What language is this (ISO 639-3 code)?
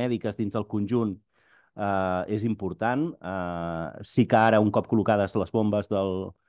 cat